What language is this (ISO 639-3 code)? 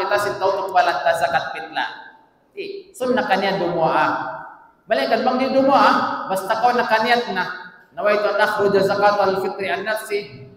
tsg